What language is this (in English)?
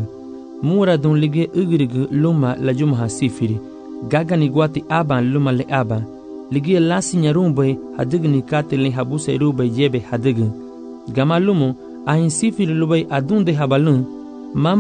Garifuna